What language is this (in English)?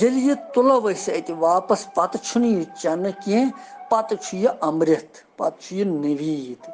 Kashmiri